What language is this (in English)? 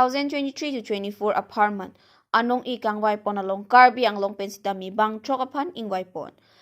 Karbi